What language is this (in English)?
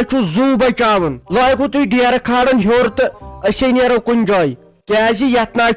Kashmiri